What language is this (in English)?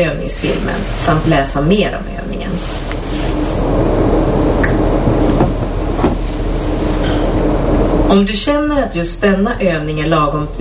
Swedish